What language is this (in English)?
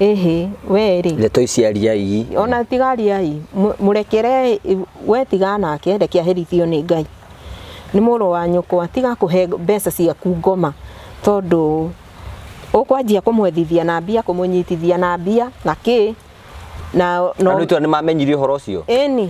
Kikuyu